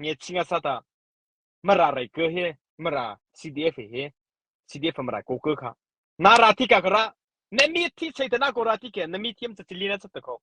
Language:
Mara Chin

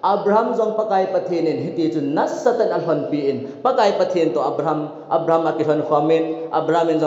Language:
Thado Chin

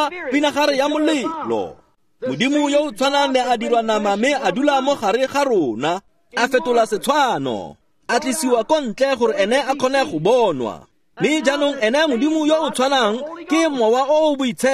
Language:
Tswana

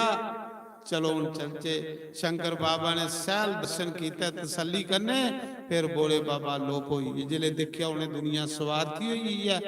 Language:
Dogri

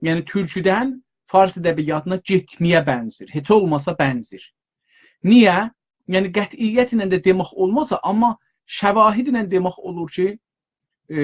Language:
South Azerbaijani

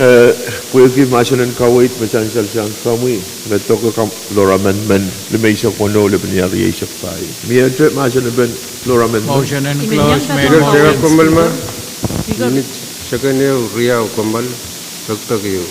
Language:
Pohnpeian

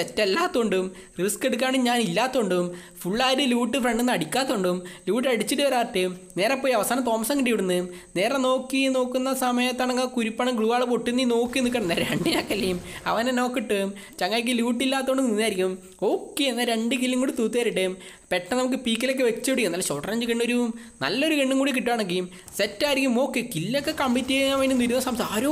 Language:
Malayalam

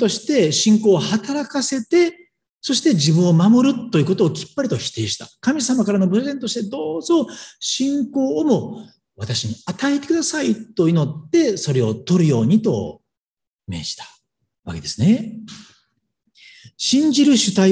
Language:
Japanese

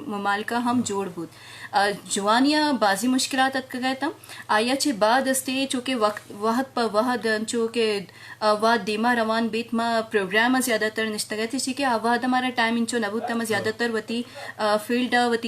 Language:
Eastern Balochi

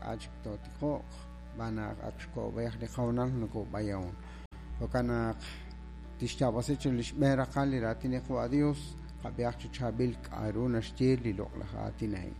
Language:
Kekchí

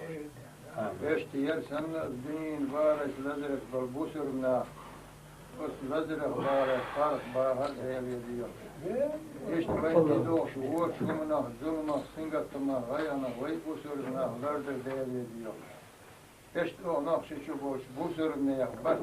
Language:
Chechen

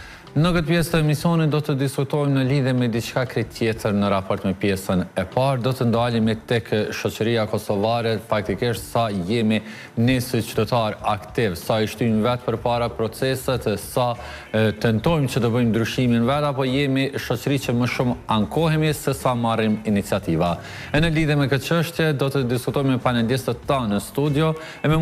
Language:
Albanian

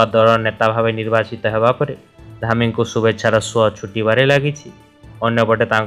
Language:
Odia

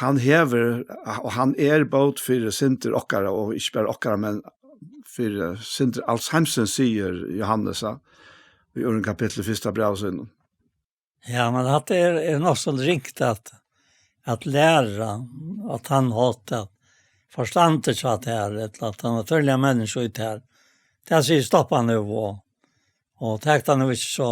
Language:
Faroese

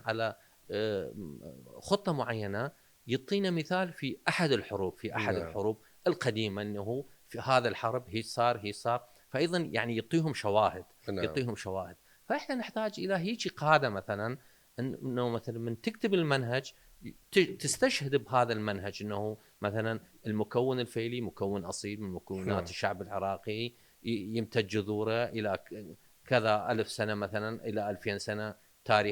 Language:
Mesopotamian Arabic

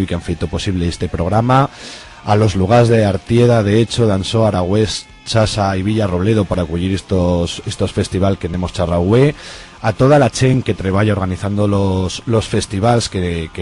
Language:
Aragonese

